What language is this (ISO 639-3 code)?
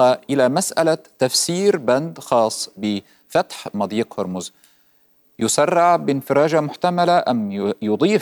ara